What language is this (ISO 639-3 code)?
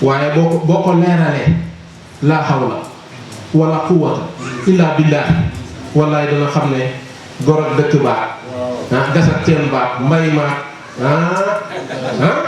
wol